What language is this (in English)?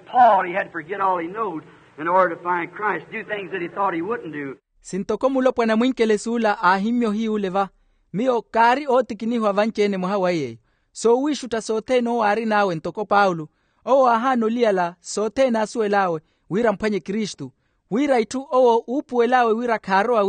Makhuwa